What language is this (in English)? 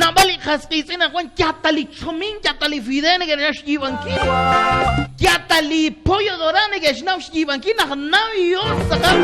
Kekchí